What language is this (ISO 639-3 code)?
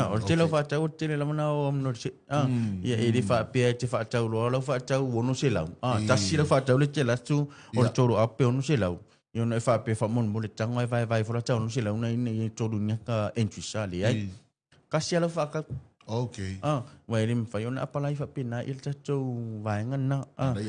smo